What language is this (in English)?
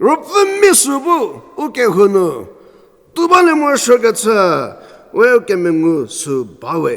Angami Naga